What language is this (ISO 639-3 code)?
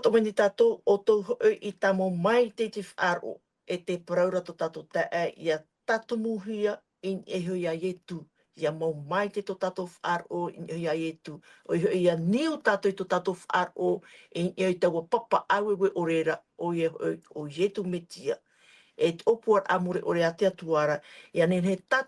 tah